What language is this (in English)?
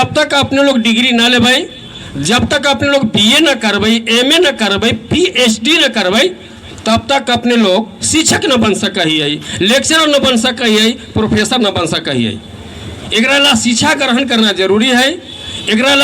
Magahi